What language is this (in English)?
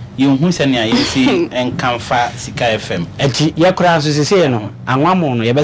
Akan